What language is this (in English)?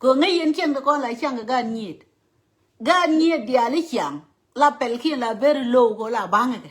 Nuer